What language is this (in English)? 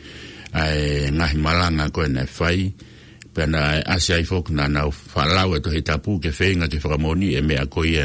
Tongan